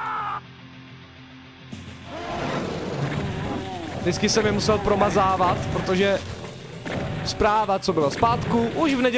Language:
Czech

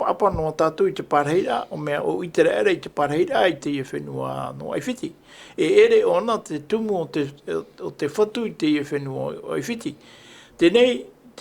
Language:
Tahitian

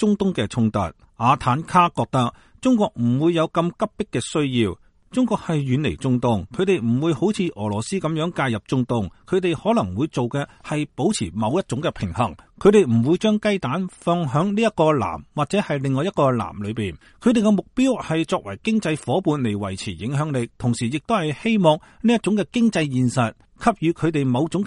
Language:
Cantonese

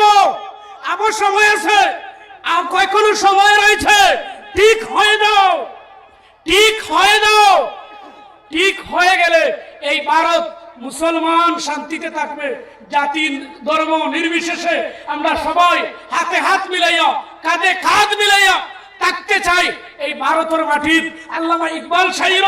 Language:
Sylheti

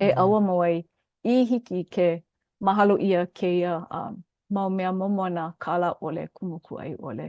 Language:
Hawaiian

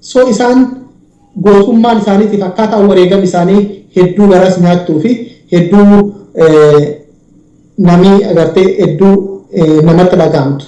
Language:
Oromo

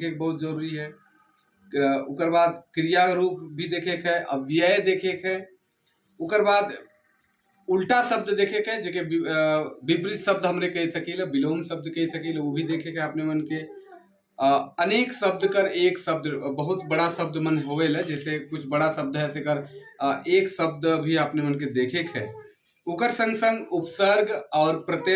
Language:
Sadri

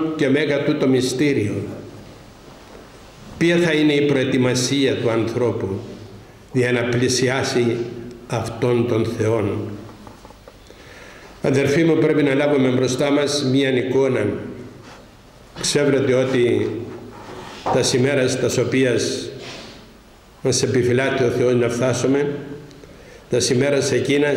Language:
Greek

